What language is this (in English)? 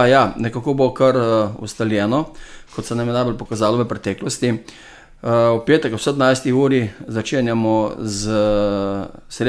Slovenian